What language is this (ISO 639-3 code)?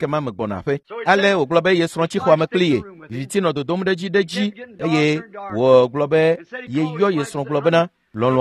ewe